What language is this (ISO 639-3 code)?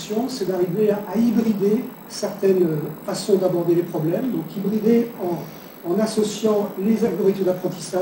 fra